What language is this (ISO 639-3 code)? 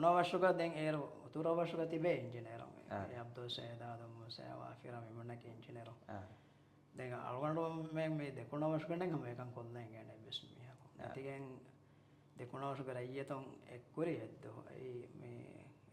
div